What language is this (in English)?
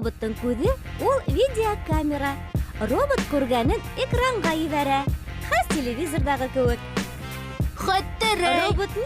Bashkir